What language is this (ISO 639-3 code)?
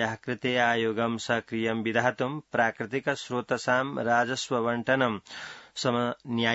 san